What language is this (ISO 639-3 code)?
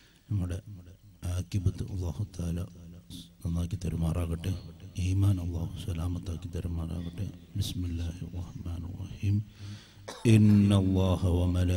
mal